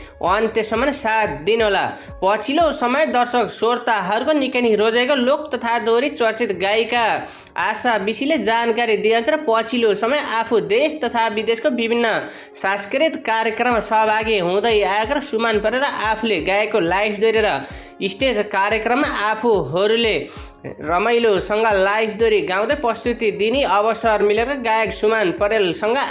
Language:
Nepali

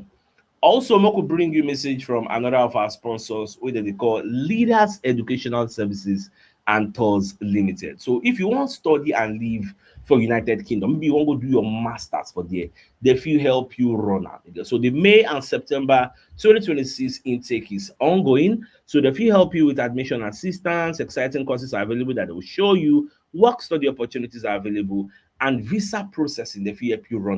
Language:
Nigerian Pidgin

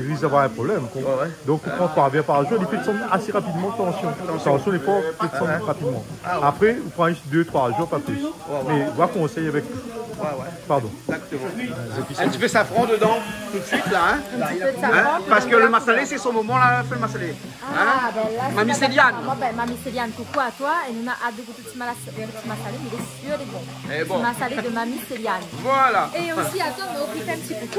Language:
Réunion Creole French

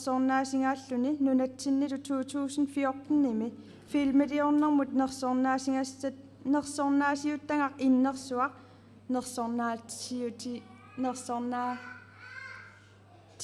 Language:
Kalaallisut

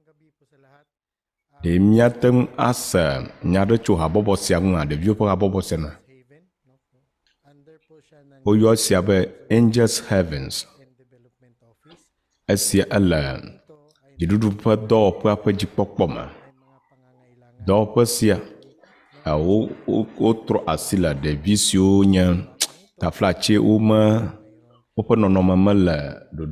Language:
Ewe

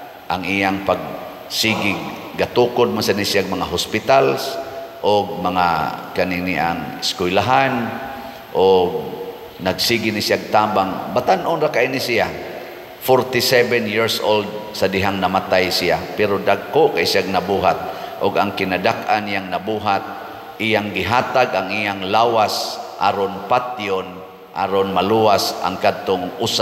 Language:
Cebuano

